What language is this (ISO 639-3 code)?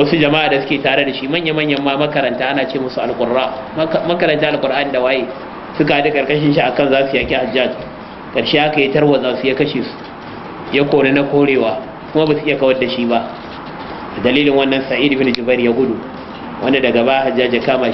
hau